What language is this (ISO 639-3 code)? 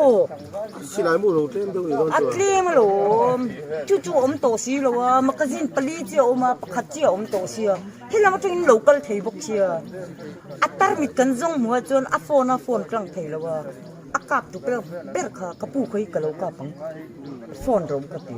lus